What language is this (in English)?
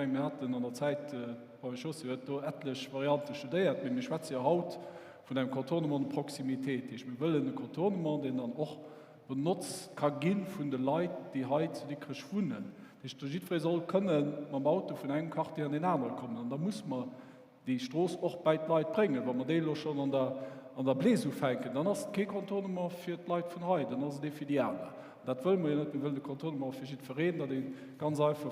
Luxembourgish